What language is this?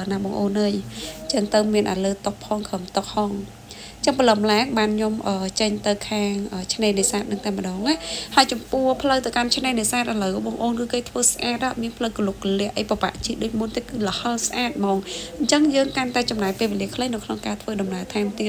Khmer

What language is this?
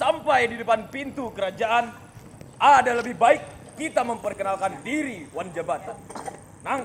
Banjar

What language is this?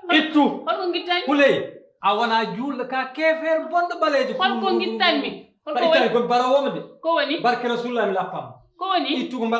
Fula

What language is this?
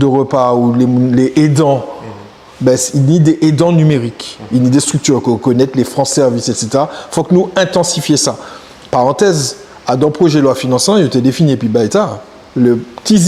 Guadeloupean Creole French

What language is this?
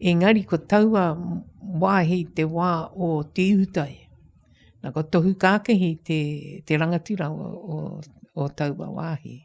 Māori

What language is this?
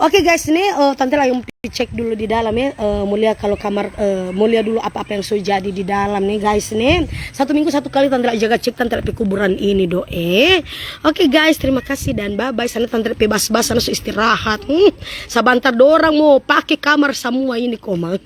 Manado Malay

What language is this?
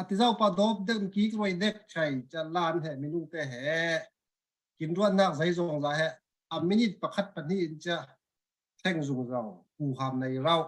Falam Chin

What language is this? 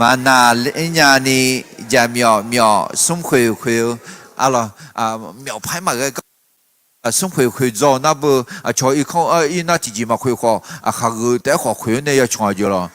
Akha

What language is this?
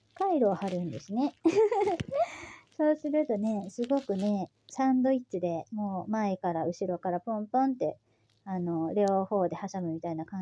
Japanese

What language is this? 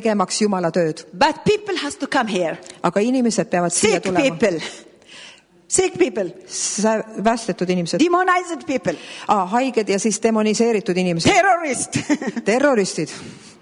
Estonian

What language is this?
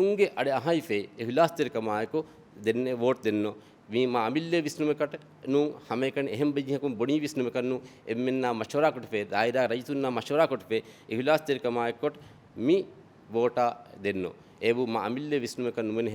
Divehi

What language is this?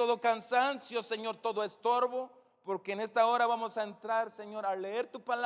Tzeltal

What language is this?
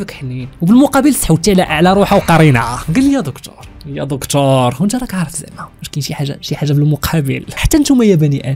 Moroccan Arabic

